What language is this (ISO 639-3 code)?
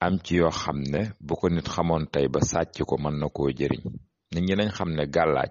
wol